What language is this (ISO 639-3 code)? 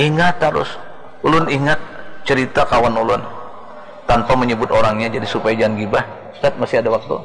bjn